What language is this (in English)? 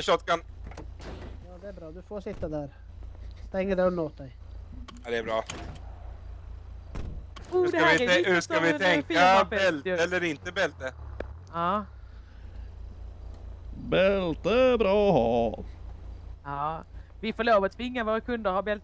Swedish